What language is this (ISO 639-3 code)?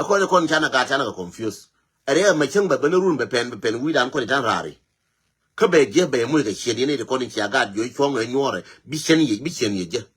nus